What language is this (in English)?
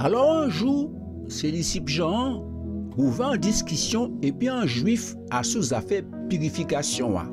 Guadeloupean Creole French